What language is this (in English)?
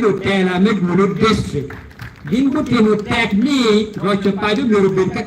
Acoli